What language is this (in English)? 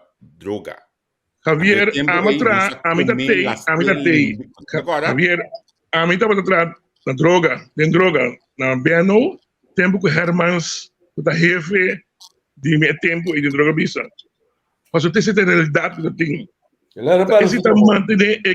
Papiamento